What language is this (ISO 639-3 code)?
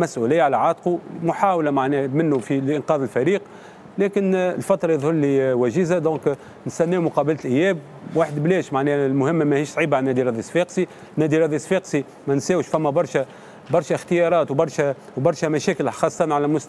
aeb